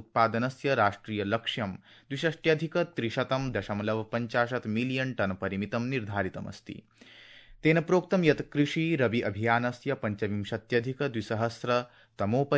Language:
Sanskrit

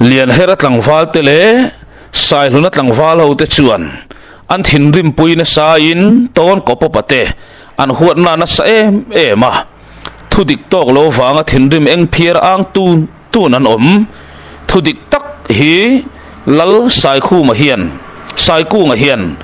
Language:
Mizo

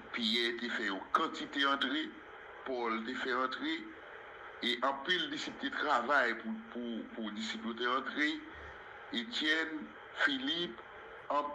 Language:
Haitian Creole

